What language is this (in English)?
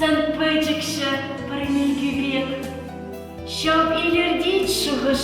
Chuvash